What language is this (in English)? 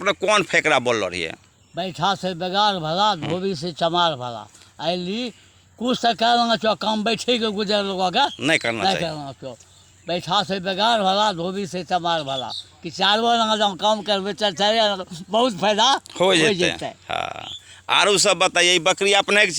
Angika